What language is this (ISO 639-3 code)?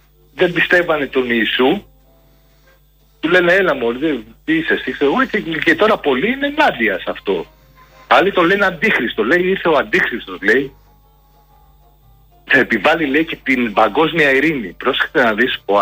ell